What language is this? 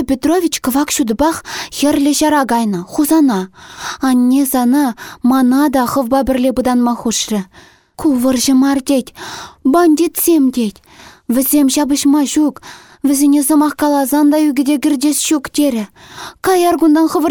Chuvash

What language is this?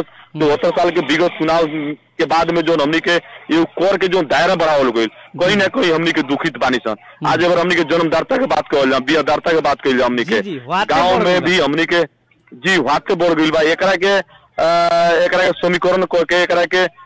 Bhojpuri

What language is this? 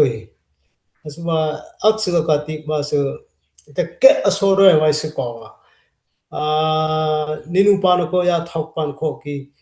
Dimasa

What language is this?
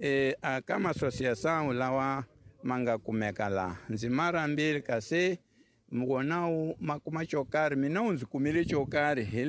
Tsonga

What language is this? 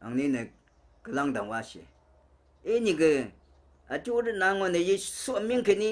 Rawang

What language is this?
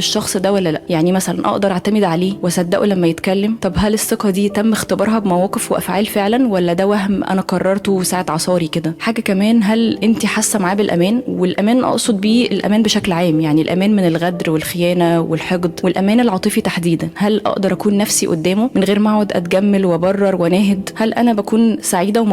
Egyptian Arabic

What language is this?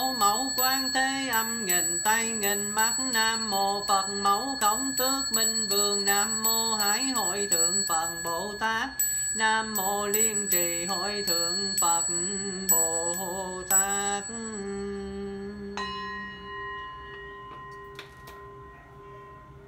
Vietnamese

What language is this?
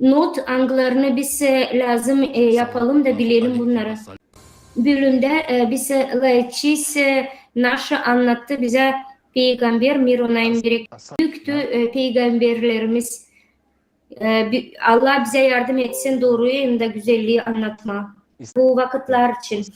Gagauz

